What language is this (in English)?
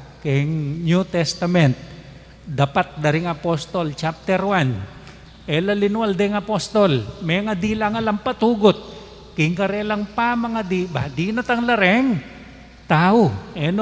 Pampanga